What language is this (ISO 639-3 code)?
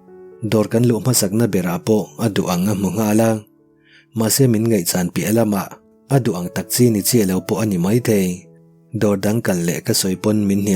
lus